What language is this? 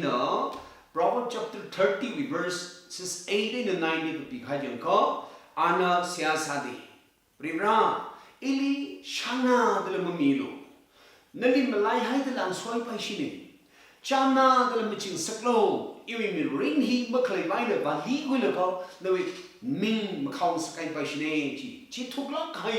Tangkhul Naga (India)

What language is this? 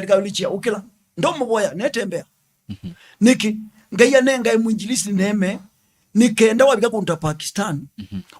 Kamba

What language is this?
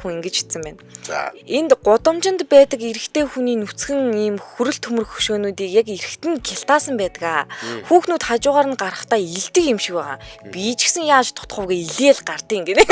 Mongolian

